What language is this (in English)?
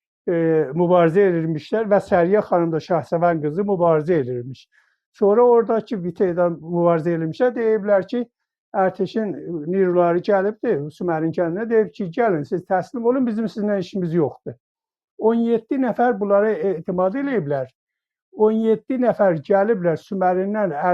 South Azerbaijani